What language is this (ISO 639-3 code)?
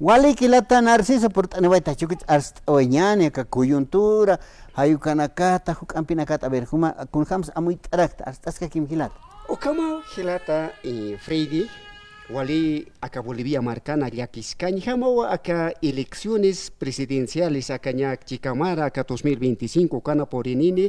aym